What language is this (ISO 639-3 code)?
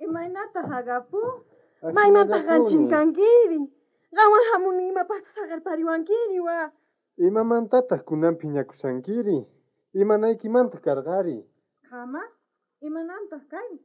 quh